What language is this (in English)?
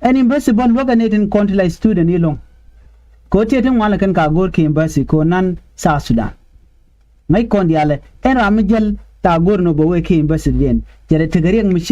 Nuer